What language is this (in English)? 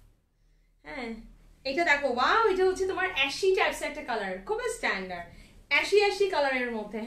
Bangla